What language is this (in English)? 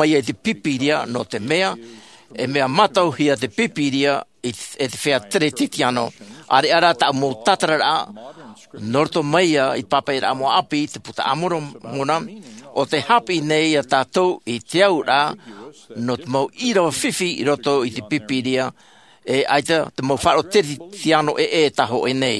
Tahitian